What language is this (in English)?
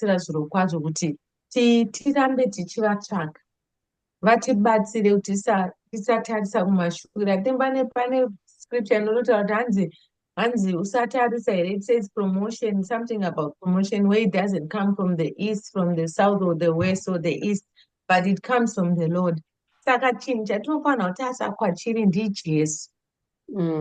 Shona